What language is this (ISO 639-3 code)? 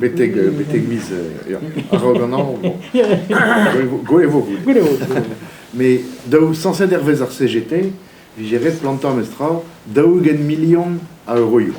bre